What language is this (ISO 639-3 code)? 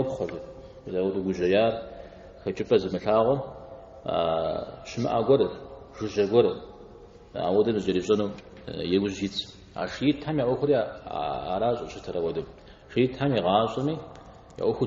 kbd